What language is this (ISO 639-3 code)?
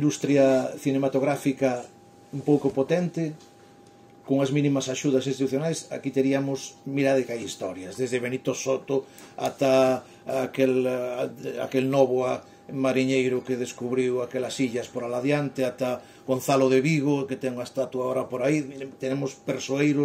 glg